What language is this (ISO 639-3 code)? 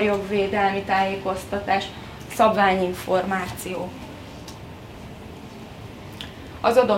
hun